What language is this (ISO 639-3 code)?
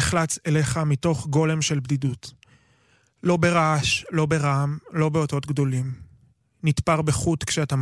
heb